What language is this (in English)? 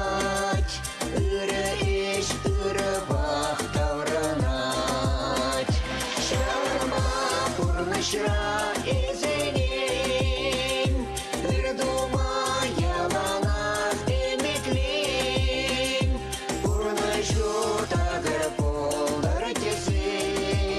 Chuvash